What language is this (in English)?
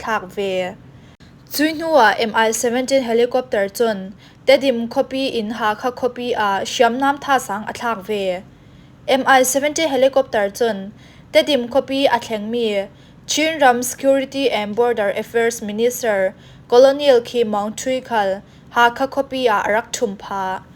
Falam Chin